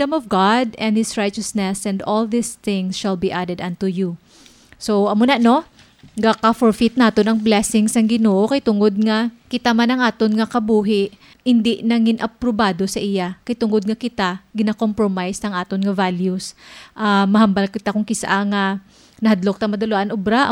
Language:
Hiligaynon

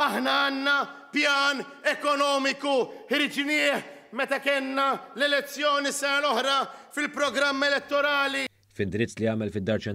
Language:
Maltese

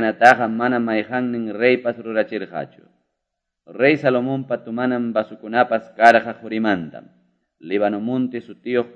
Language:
Quechua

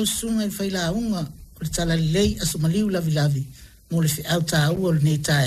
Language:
Samoan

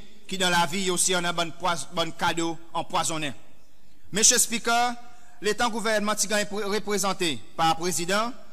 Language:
Seselwa Creole French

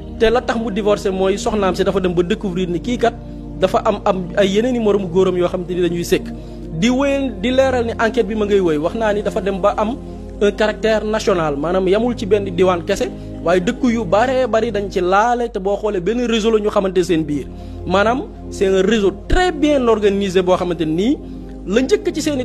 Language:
Wolof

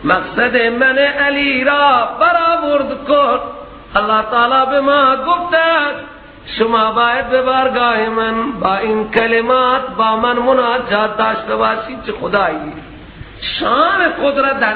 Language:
Persian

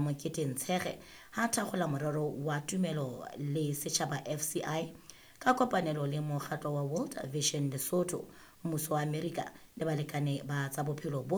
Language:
Southern Sotho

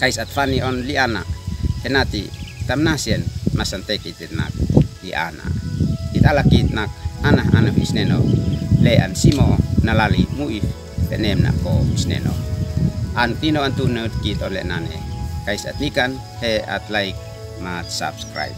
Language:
Uab Meto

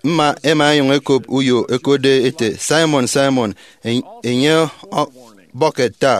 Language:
Efik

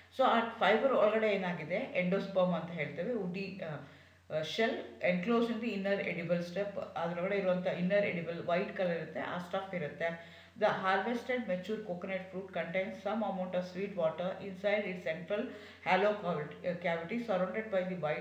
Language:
Kannada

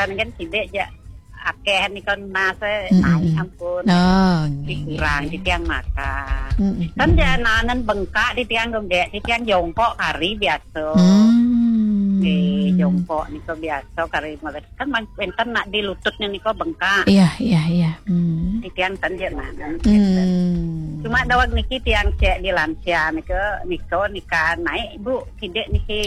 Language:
Balinese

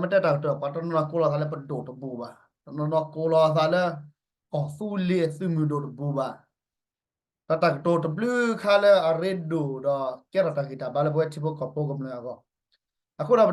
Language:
S'gaw Karen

